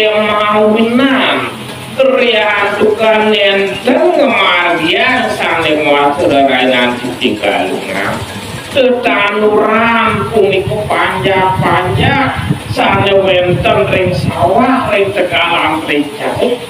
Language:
Balinese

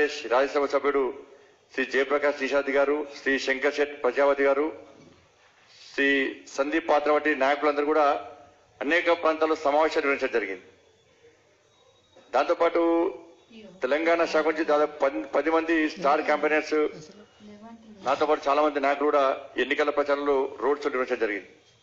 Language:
Telugu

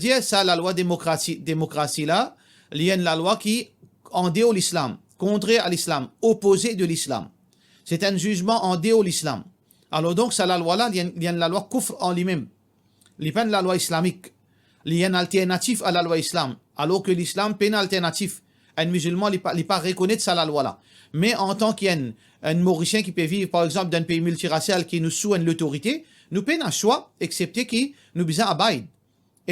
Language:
Morisyen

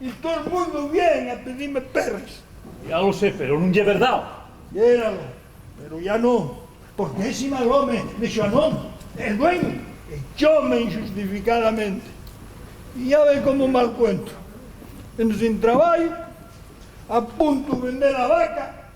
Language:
Asturian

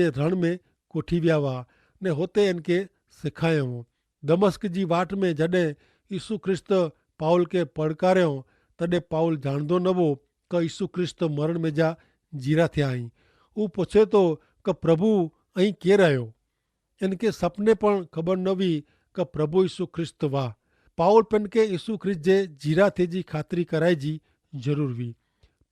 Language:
Kachhi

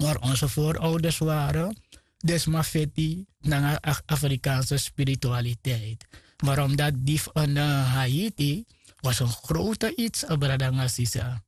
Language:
Sranan Tongo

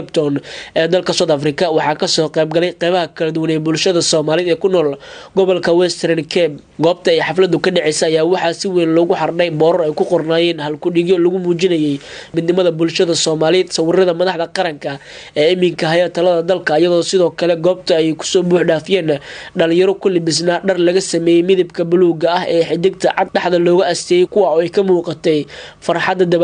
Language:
Somali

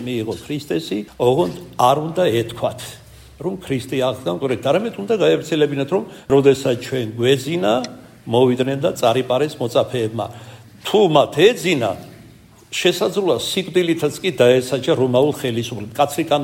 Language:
Georgian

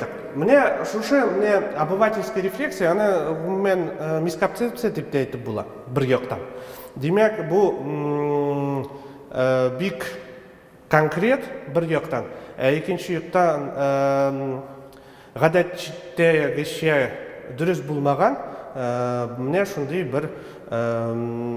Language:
Tatar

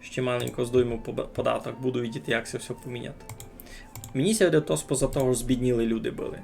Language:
Rusyn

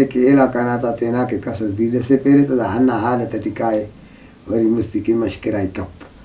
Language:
Brahui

